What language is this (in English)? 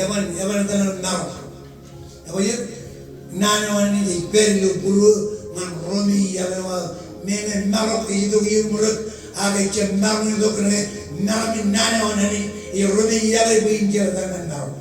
Marshallese